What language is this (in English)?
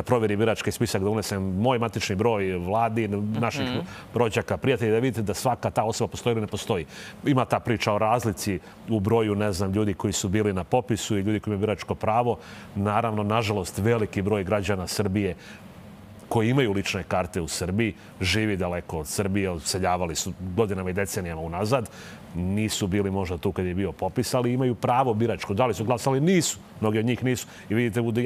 Serbian